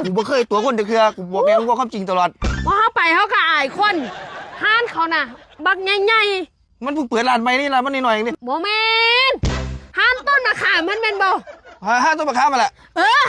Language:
Northeastern Thai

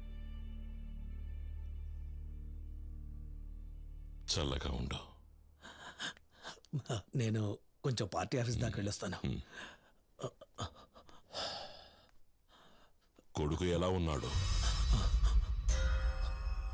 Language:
Telugu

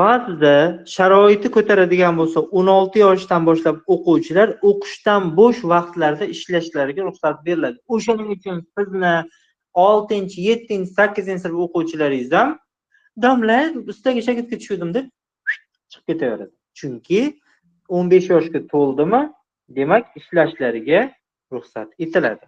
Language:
Uzbek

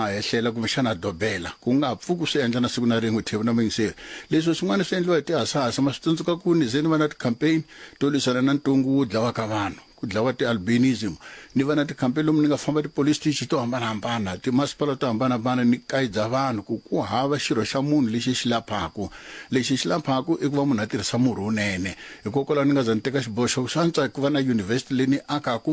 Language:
Tsonga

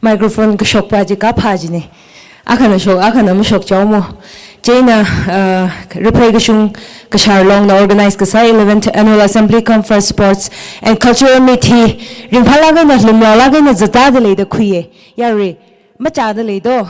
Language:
Tangkhul Naga (India)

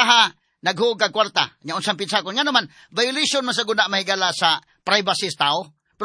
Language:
Cebuano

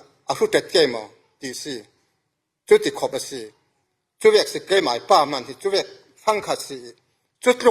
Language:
Falam Chin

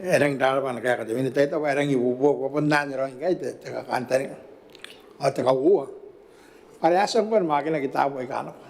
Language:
Gilbertese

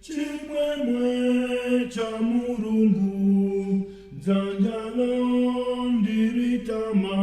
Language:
Nyanja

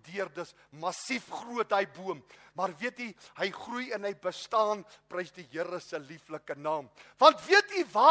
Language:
Afrikaans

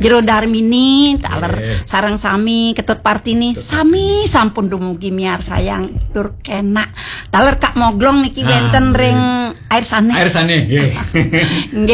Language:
Balinese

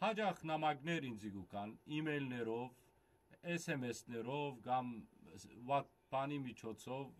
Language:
Western Armenian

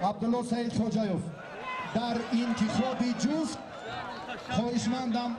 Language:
Tajik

